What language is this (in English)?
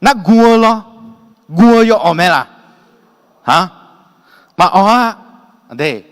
Akha